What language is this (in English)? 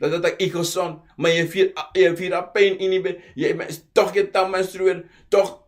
Sranan Tongo